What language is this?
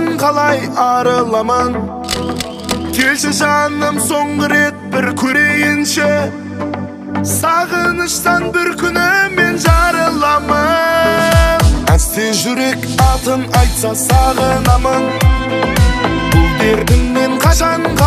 Kazakh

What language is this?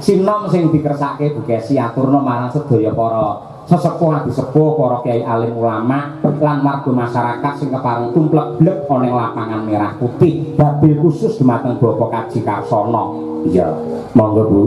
Javanese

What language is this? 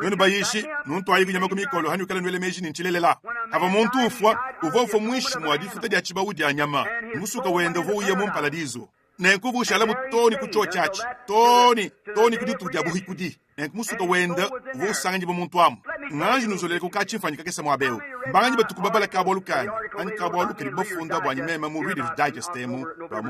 Luba-Lulua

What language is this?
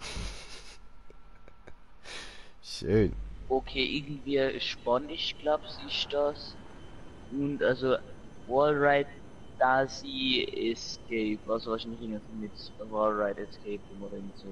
Swiss German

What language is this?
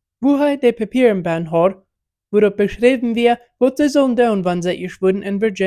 Plautdietsch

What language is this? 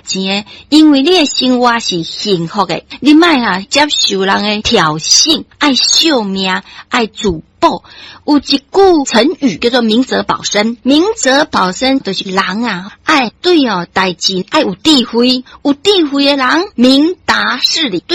Min Nan Chinese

